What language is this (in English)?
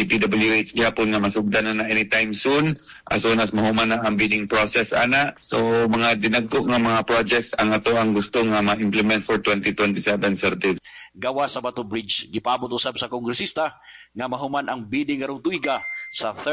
Cebuano